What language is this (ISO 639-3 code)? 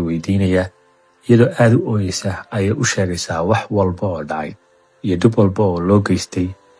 som